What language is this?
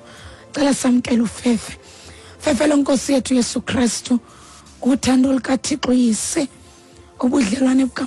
Xhosa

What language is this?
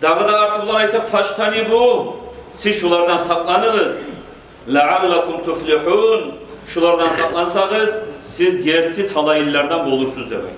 Kumyk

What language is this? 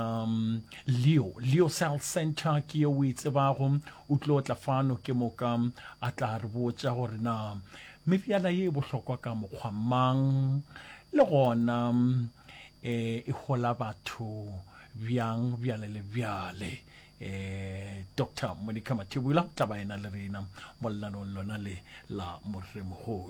Northern Sotho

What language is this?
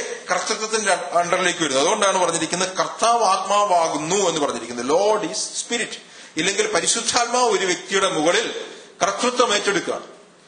Malayalam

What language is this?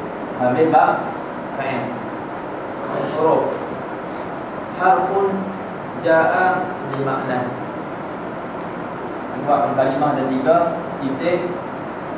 Malay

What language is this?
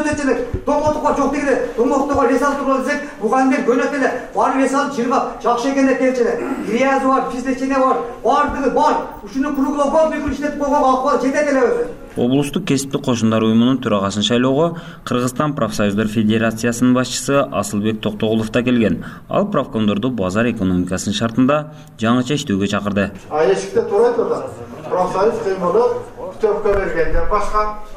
Kyrgyz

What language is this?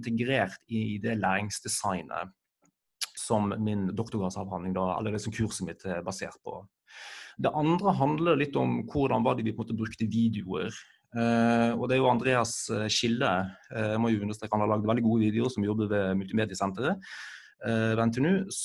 Norwegian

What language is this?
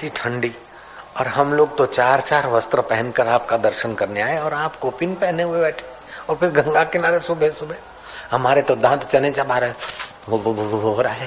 Hindi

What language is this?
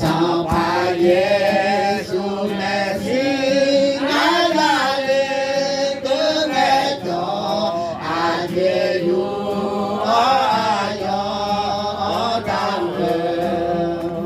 Akha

